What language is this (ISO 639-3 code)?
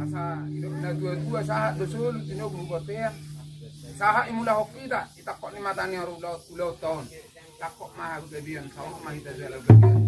bbc